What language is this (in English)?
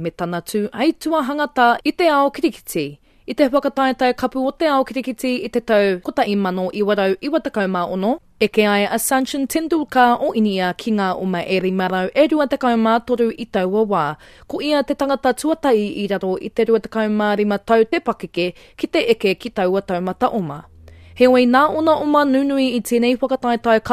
Māori